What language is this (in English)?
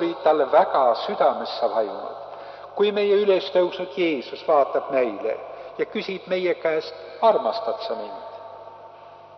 Estonian